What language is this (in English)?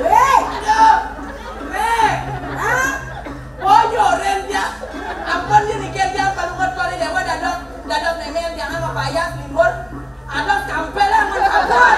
Balinese